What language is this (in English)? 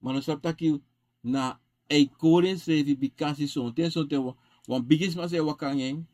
Sranan Tongo